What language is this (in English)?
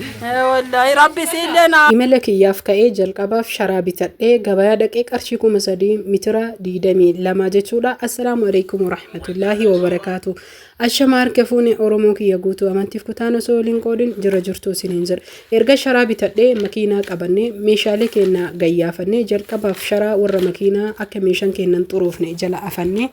Oromo